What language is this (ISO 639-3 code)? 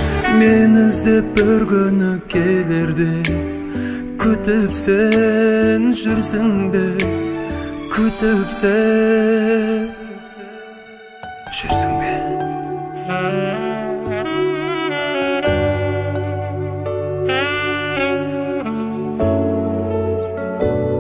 kaz